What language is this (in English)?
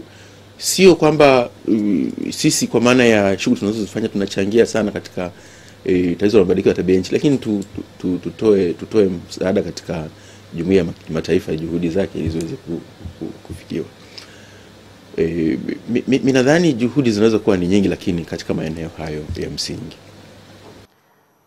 Swahili